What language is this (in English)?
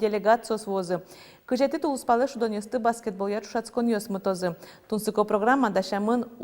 Udmurt